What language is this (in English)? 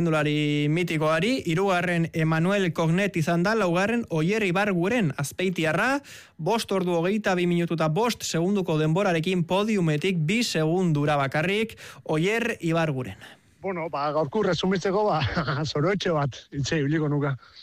Basque